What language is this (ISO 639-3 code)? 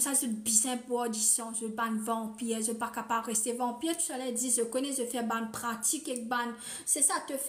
mfe